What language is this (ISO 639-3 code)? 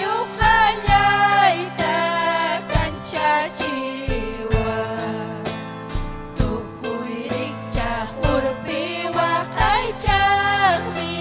quy